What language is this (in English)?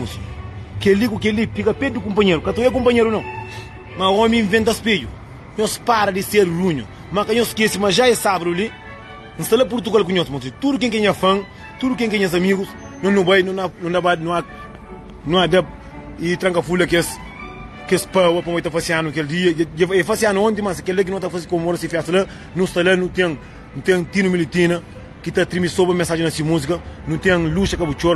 Kabuverdianu